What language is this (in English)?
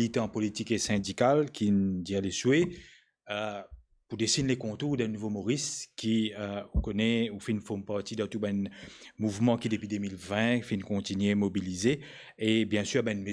Morisyen